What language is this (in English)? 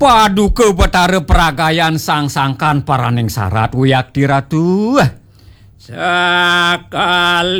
Balinese